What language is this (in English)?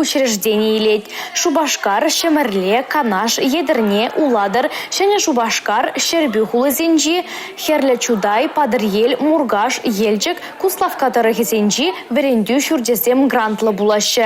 Chuvash